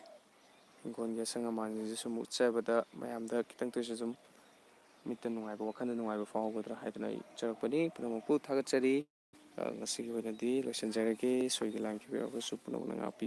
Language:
Manipuri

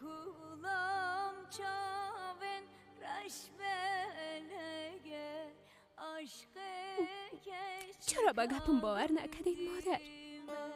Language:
Persian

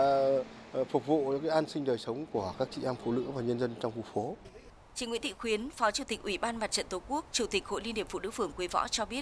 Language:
Vietnamese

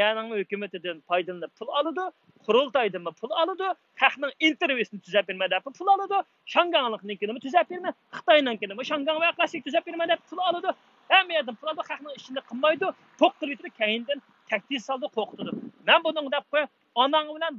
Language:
Uyghur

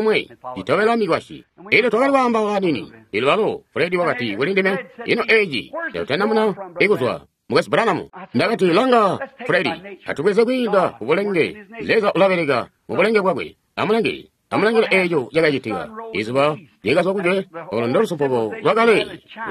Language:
Tonga (Zambia)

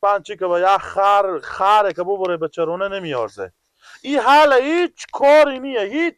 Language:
Persian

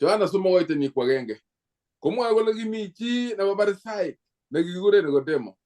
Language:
Kalenjin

